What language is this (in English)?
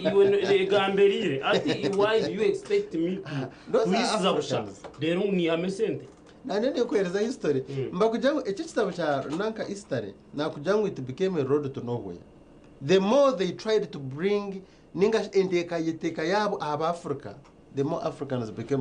Nyankole